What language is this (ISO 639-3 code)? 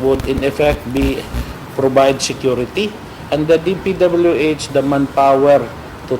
ceb